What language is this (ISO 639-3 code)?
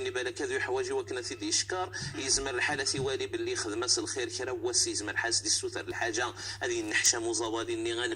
ary